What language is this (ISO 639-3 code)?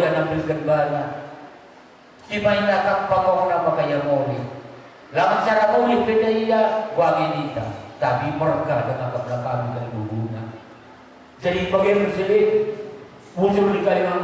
btx